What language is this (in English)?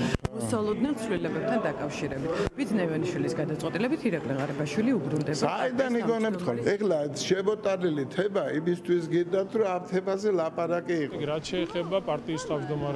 Georgian